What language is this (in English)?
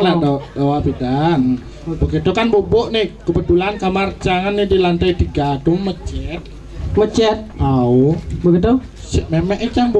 Balinese